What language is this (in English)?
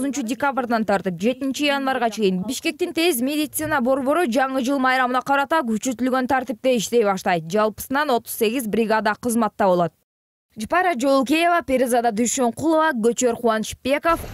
Kyrgyz